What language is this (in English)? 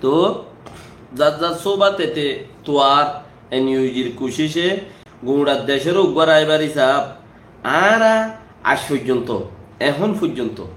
Rohingya